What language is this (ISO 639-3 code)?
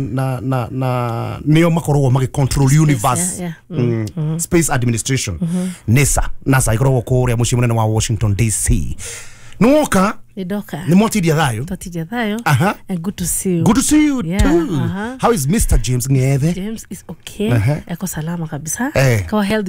kik